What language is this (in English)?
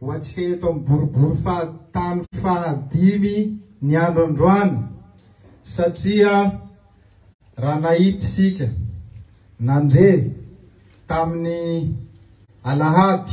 Malagasy